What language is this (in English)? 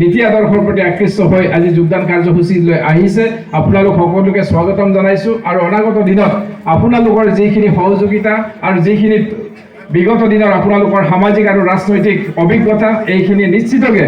Assamese